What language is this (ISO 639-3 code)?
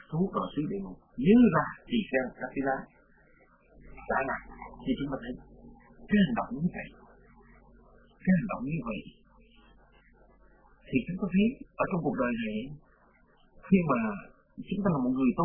vie